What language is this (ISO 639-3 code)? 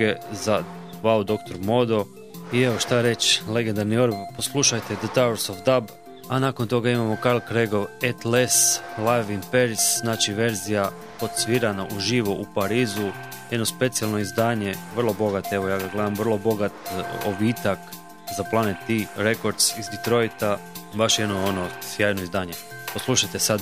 hrv